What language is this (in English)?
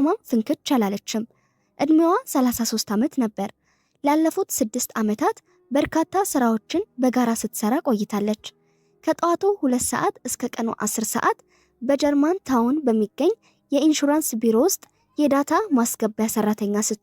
Amharic